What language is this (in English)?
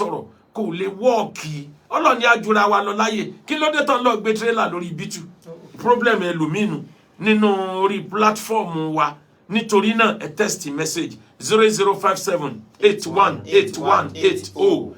Yoruba